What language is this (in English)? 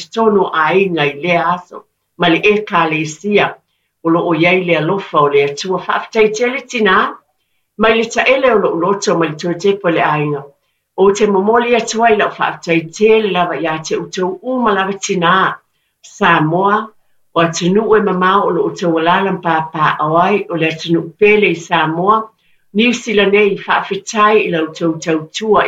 Samoan